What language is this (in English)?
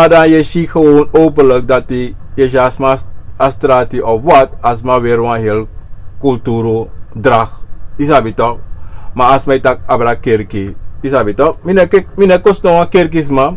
Sranan Tongo